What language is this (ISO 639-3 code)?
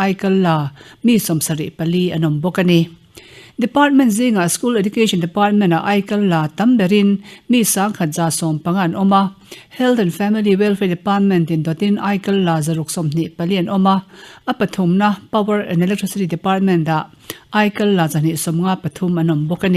lus